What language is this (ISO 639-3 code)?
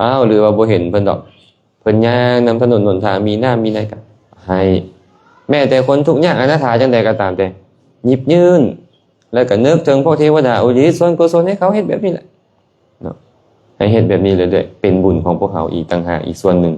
lao